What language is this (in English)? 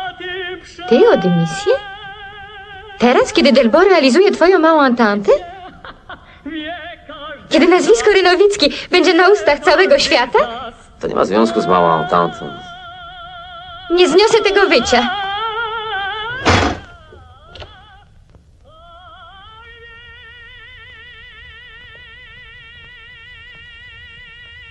Polish